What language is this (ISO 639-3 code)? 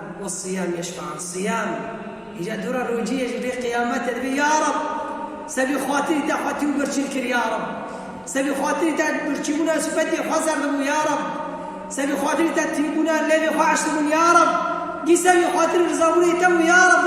kur